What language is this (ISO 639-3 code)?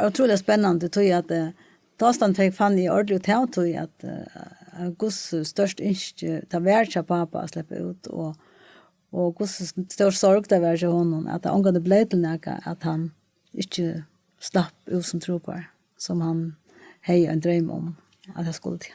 fao